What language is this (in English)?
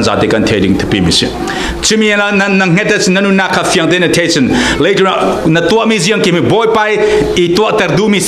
Falam Chin